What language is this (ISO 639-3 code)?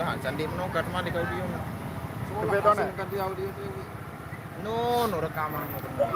sas